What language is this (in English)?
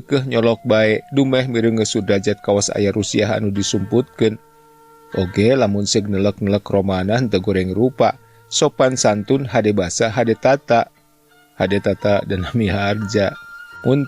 Sundanese